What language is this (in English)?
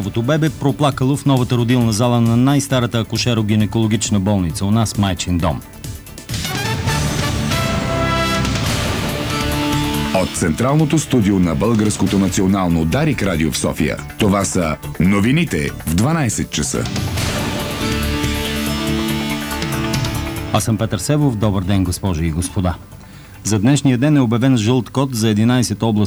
Bulgarian